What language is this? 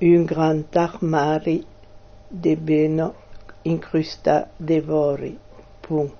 Occitan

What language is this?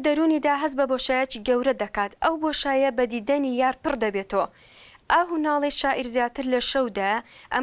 Central Kurdish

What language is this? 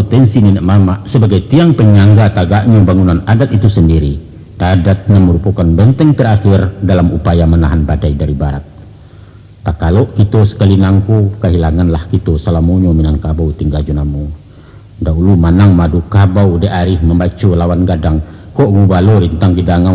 Minangkabau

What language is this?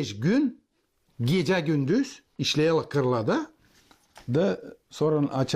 Gagauz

